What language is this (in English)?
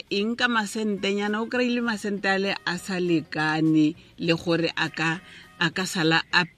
Tswana